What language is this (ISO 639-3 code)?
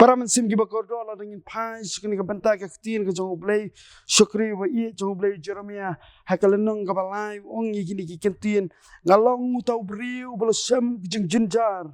kha